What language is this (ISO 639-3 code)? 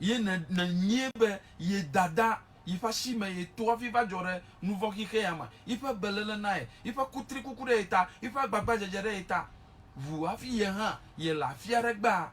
ewe